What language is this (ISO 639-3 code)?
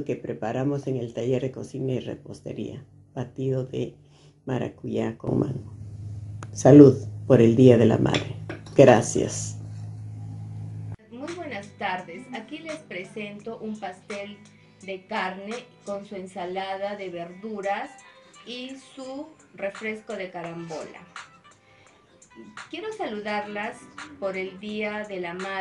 spa